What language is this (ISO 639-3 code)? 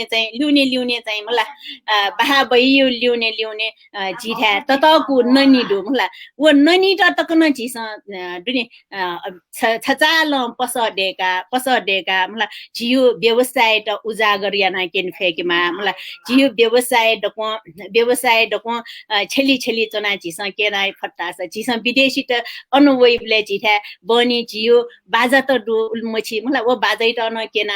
new